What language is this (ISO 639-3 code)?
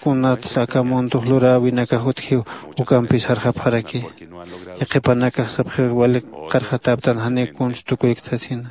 aym